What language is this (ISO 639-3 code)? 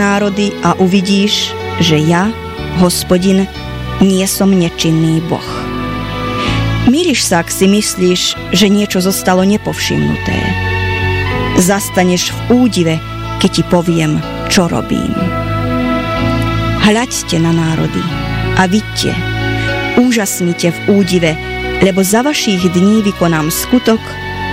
slk